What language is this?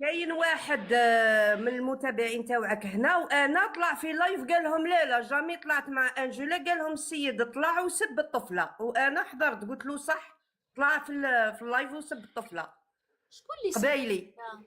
Algerian Arabic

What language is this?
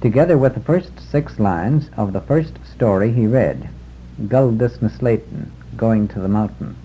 Manx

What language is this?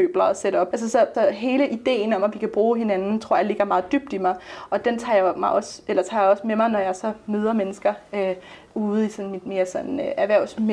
Danish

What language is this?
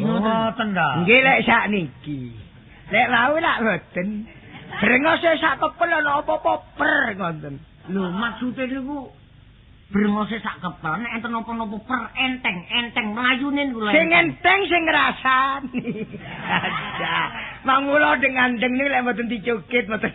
Javanese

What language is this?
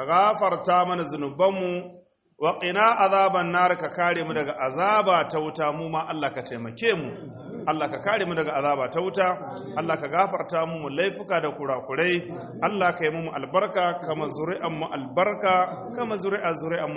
Hausa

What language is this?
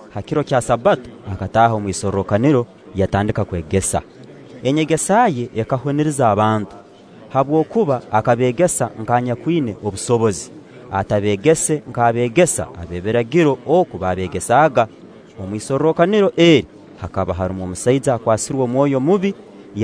Nyankole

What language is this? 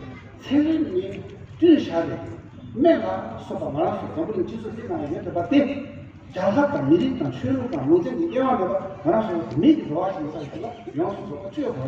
Tibetan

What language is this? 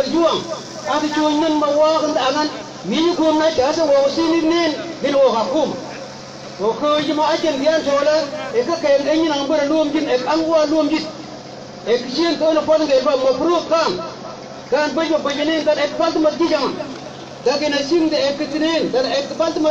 Mabaan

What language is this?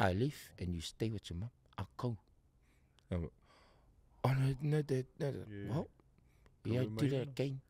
Māori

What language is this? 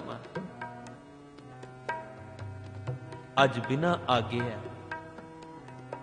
Punjabi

